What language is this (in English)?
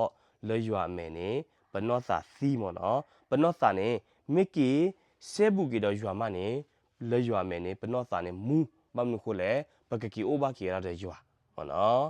S'gaw Karen